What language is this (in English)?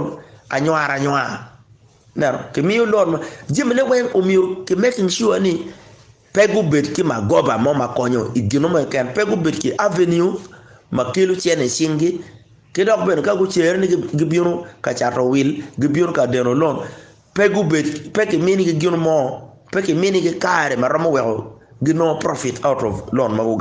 Acoli